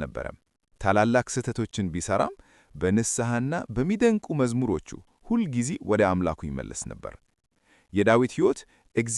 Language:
Amharic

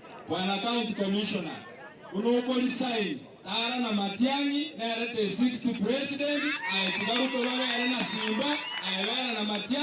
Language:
Gusii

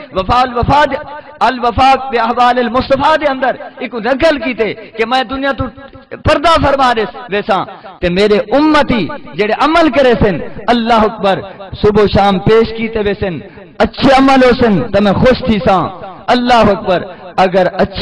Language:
Saraiki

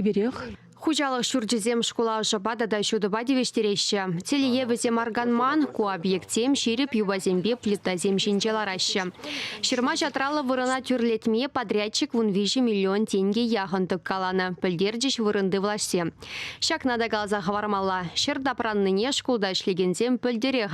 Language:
Chuvash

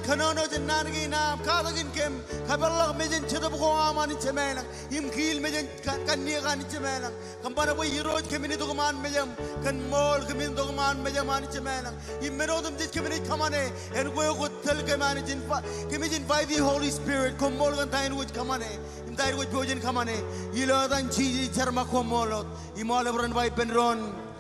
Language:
Marshallese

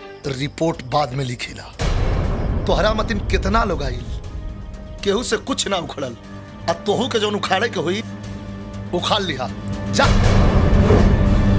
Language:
Bhojpuri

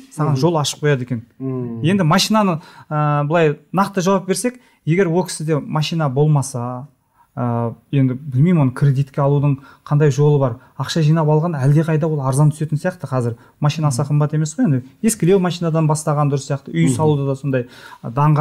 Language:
Kazakh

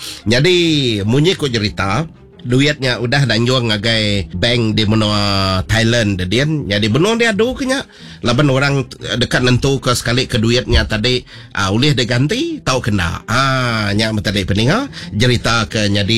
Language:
Iban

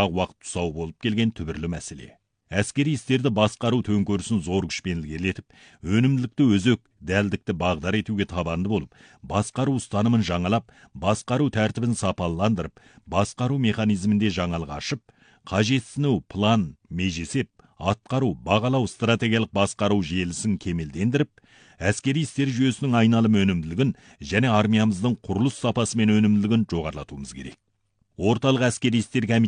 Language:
Kazakh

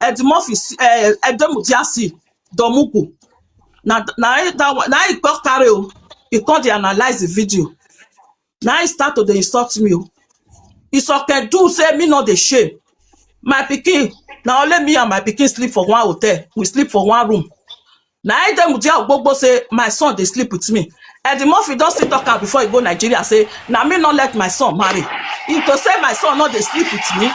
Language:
Nigerian Pidgin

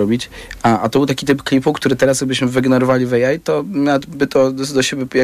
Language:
Polish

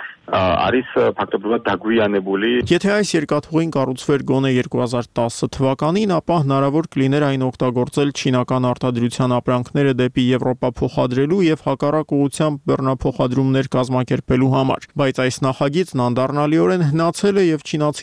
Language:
Armenian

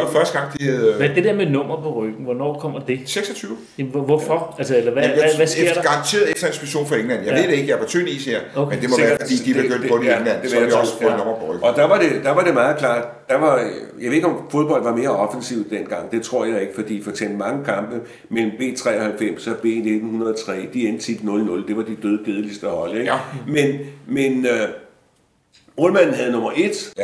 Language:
Danish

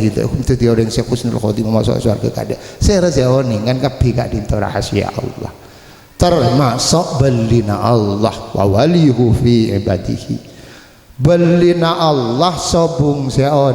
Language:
Madurese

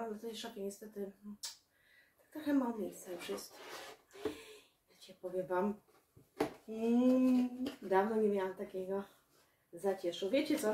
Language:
Polish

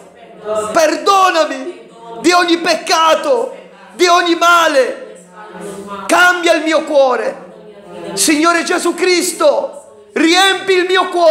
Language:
Italian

